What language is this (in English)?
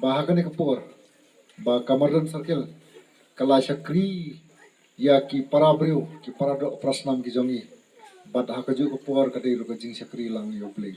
Khasi